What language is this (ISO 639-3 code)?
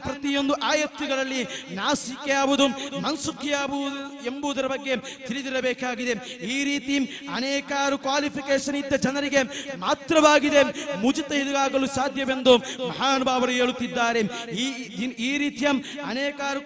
kan